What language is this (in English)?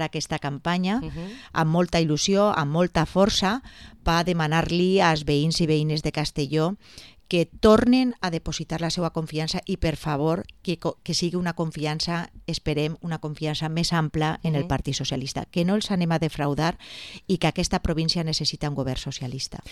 Catalan